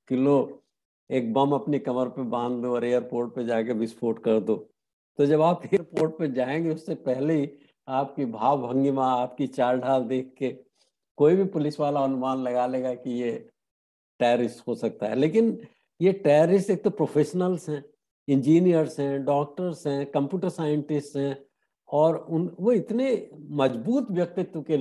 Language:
Hindi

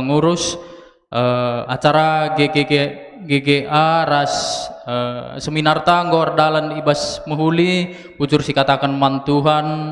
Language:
Batak Karo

